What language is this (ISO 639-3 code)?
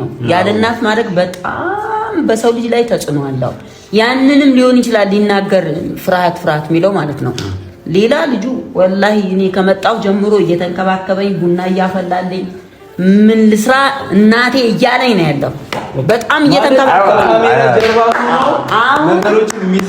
amh